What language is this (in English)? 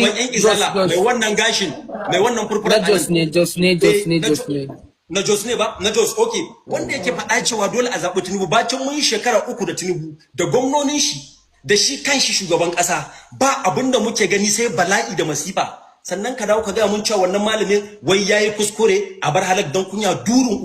Hausa